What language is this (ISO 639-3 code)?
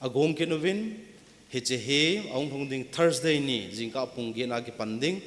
tcz